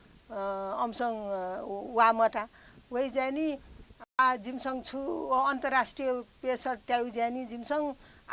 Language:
Newari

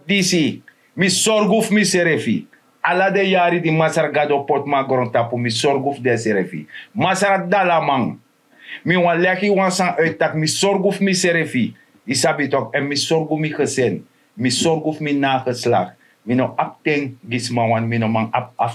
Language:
Sranan Tongo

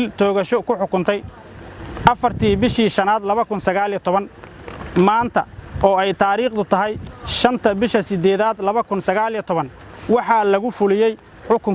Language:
Somali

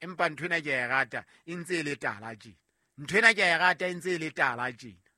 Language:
Southern Sotho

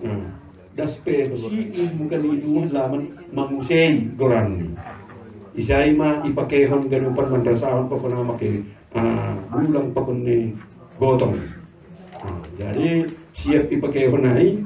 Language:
Batak Simalungun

